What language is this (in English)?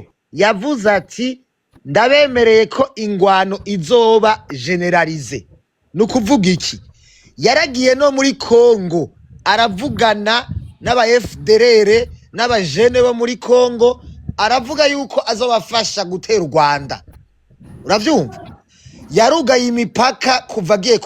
Rundi